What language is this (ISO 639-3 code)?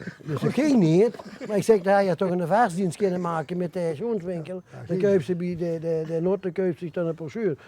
lim